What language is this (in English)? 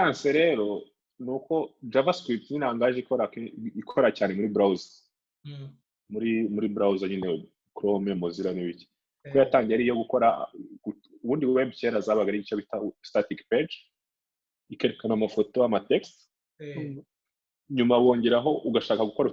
Kinyarwanda